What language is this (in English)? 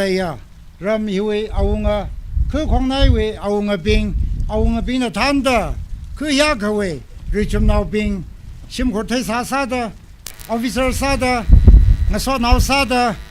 Tangkhul Naga (India)